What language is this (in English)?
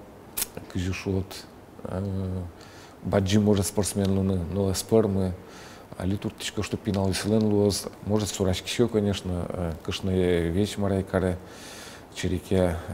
Udmurt